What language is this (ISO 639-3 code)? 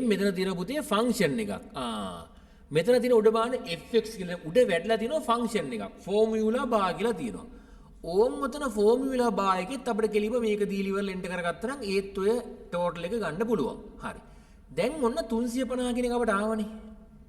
sin